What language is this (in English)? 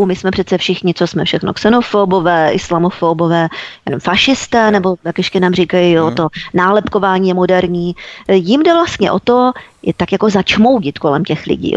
Czech